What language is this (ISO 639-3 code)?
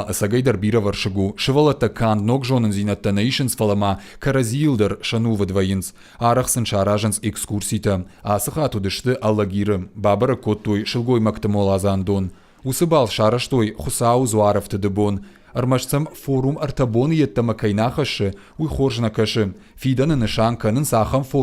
oss